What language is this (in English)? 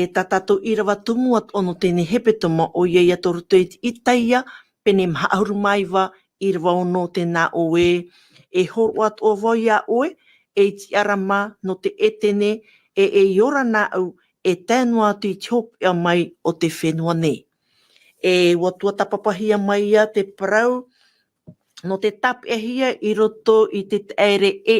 Tahitian